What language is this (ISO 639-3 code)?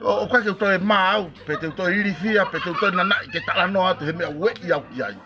ton